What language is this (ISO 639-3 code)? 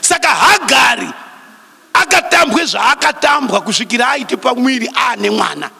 sna